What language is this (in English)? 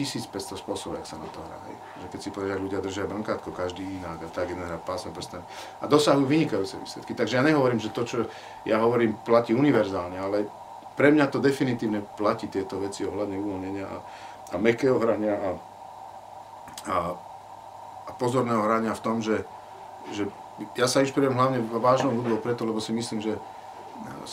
Slovak